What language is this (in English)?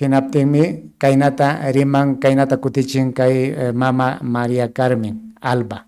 Ayacucho Quechua